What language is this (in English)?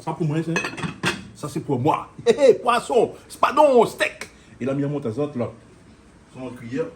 Réunion Creole French